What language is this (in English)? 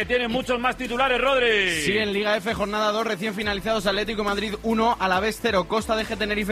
Spanish